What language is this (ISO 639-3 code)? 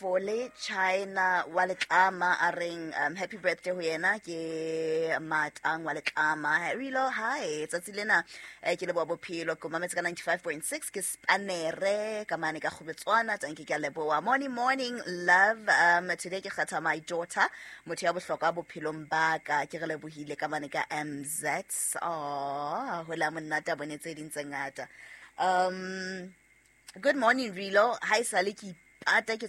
sot